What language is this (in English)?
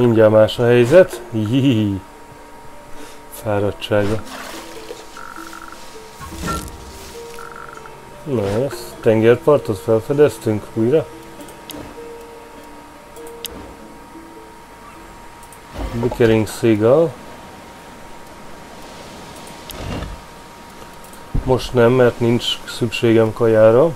Hungarian